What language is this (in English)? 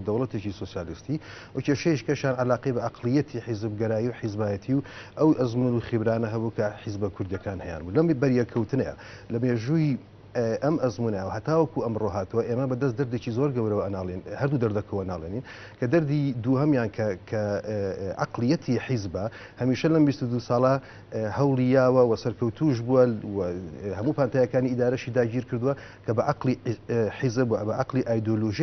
Central Kurdish